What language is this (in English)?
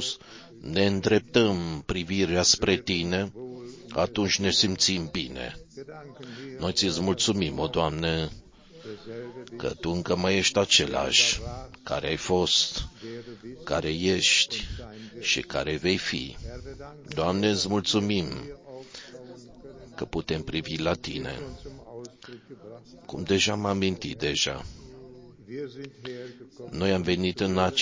Romanian